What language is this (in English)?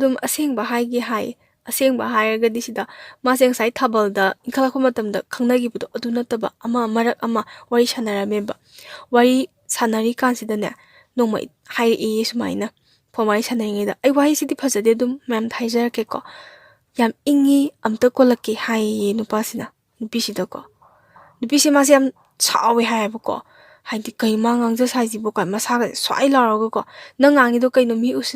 Manipuri